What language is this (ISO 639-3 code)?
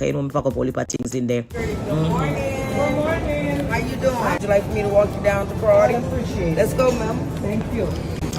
jam